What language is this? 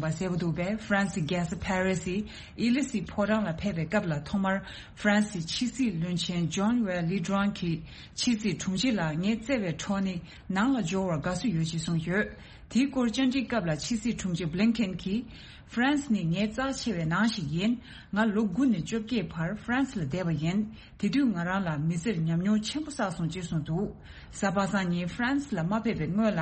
Tibetan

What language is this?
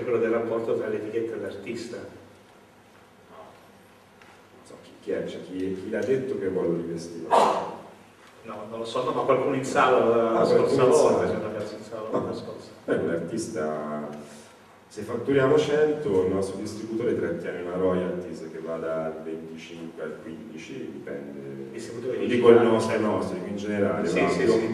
Italian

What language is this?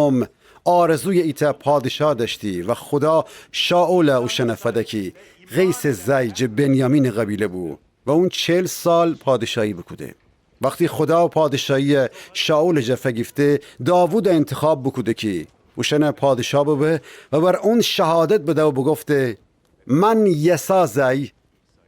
Gilaki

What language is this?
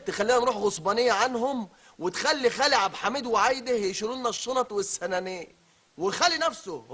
Egyptian Arabic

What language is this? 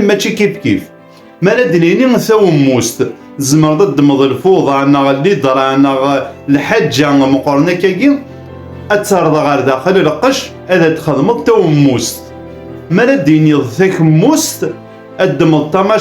Kabyle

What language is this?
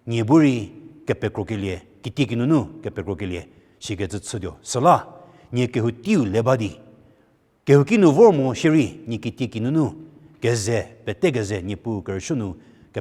Angami Naga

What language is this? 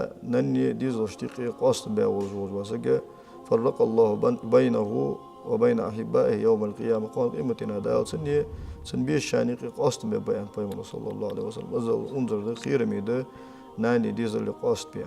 Ingush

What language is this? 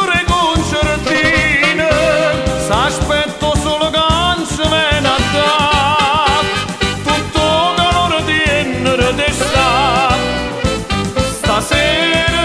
Italian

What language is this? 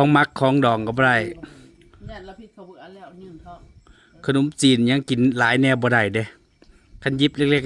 Northeastern Thai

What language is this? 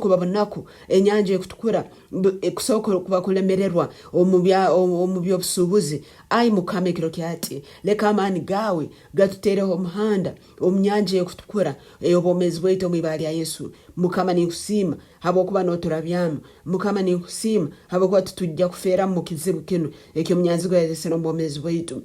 Nyankole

